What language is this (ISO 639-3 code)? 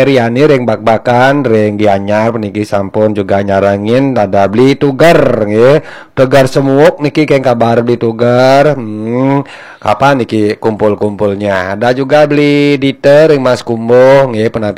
ban